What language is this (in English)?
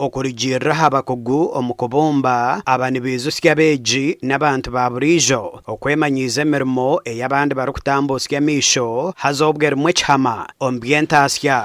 Nyankole